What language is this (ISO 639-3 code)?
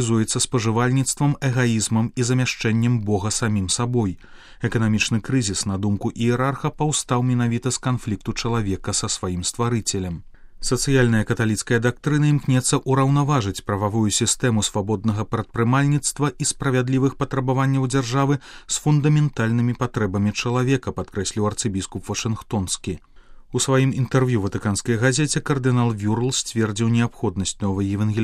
bel